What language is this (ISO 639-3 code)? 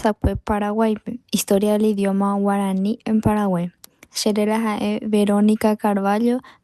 grn